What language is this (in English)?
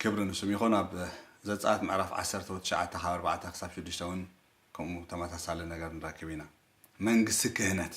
Tigrinya